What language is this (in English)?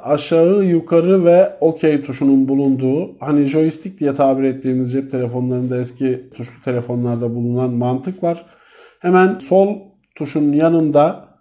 Turkish